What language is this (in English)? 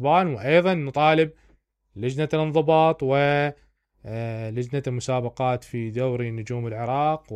Mesopotamian Arabic